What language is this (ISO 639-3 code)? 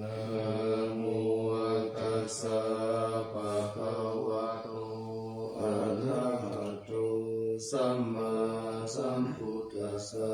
pli